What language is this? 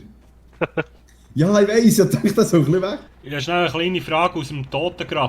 Swiss German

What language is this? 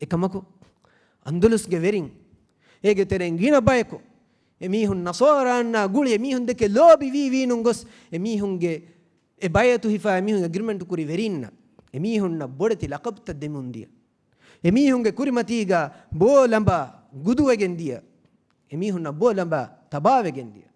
Divehi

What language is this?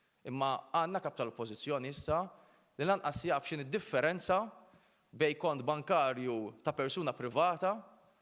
Maltese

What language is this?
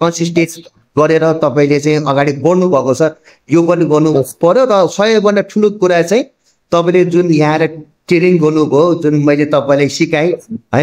Nepali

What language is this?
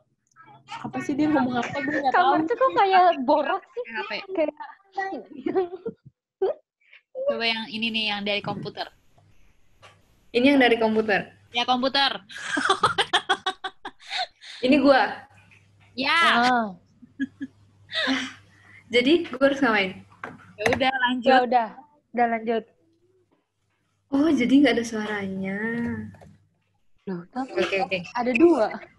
Indonesian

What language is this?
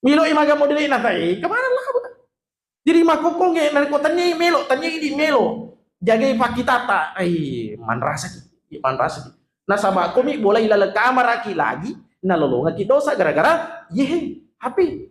Buginese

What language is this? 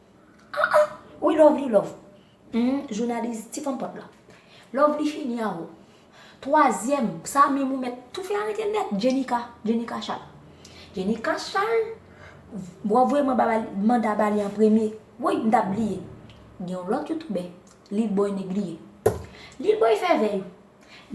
Haitian Creole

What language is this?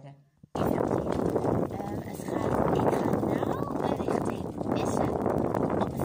Dutch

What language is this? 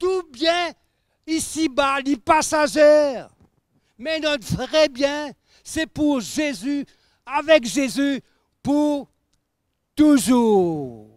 Morisyen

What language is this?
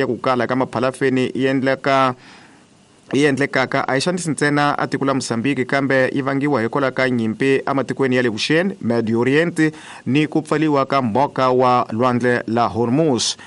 Tsonga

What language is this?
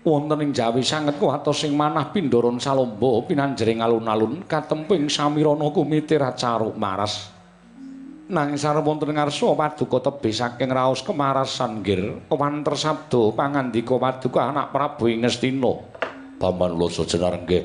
Javanese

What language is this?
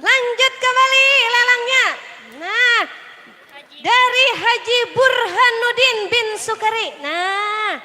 Banjar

